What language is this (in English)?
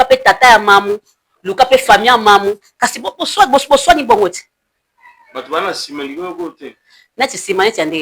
Lingala